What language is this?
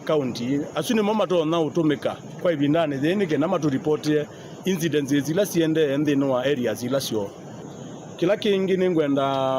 Kamba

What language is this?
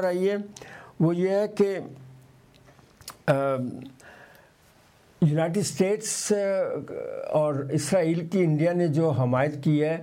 Urdu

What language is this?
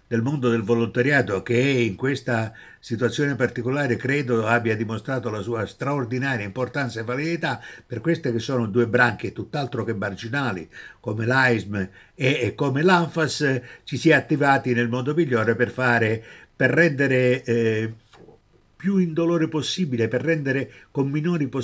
Italian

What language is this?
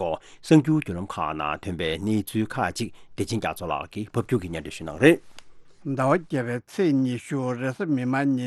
Tibetan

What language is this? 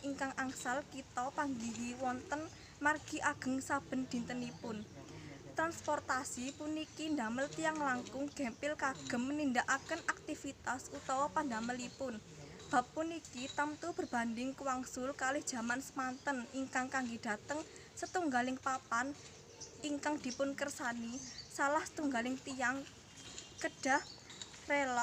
Javanese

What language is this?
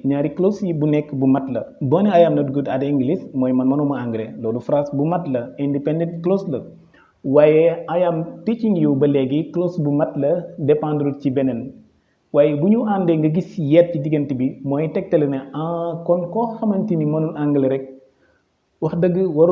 Wolof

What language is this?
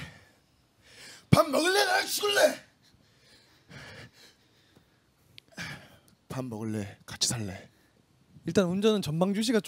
Korean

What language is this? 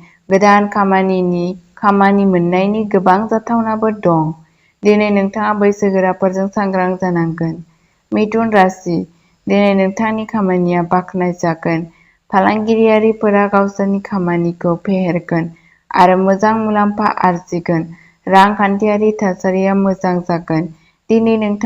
Bodo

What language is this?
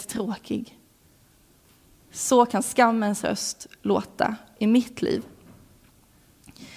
Swedish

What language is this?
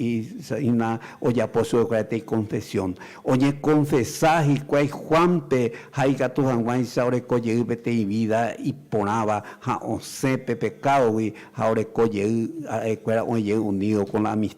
Guarani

